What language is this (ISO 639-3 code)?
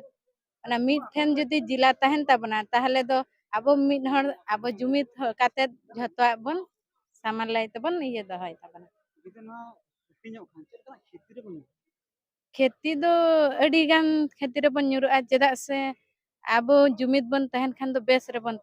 sat